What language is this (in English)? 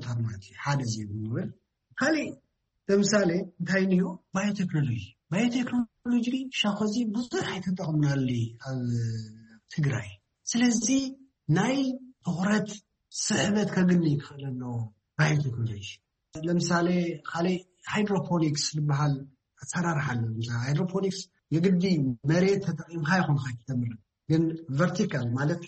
Tigrinya